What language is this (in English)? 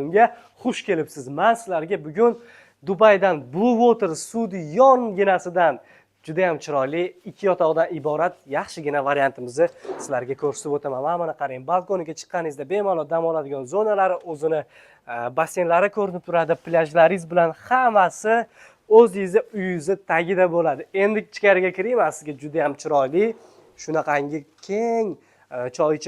Uzbek